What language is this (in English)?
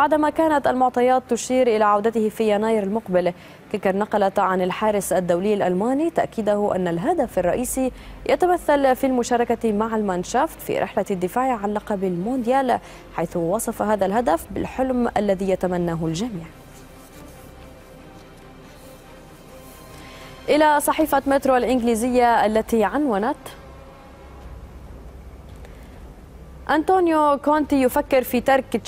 Arabic